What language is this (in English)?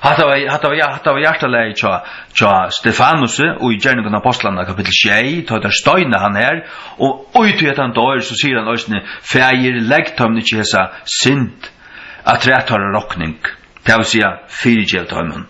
Faroese